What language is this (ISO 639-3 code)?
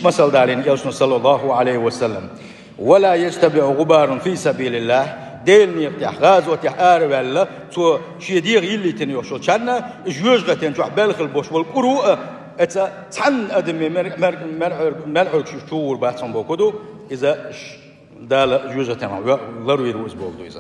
che